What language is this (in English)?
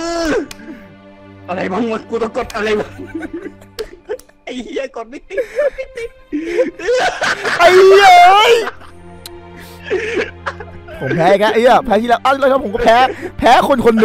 Thai